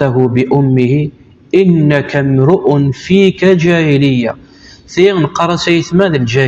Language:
Kabyle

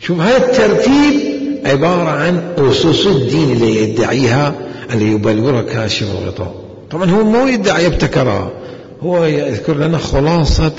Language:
Mesopotamian Arabic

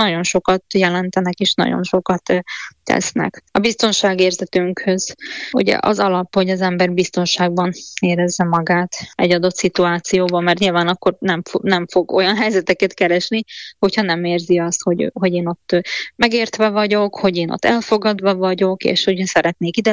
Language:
Hungarian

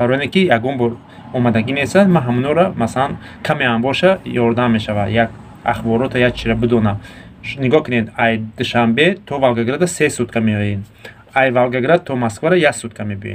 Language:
Tajik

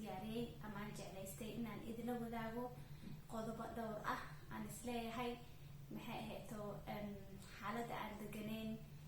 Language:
Somali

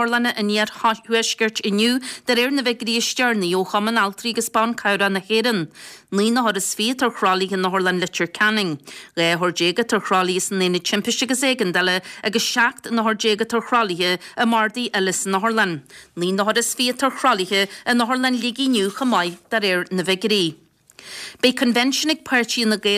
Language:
Irish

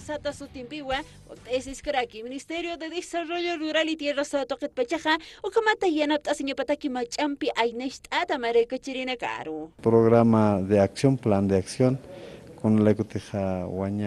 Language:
Aymara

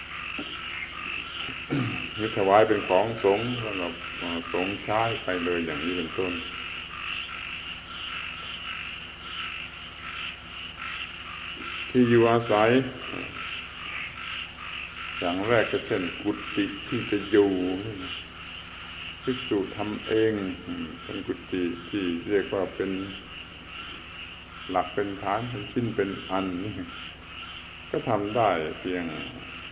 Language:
Thai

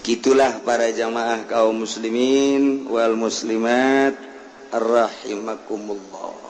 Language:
Sundanese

